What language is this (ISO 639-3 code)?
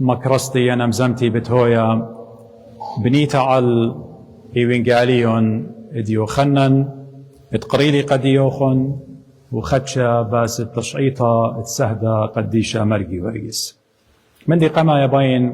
aii